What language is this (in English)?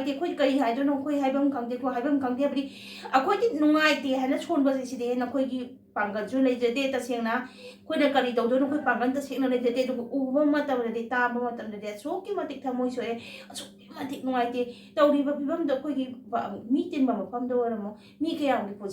Manipuri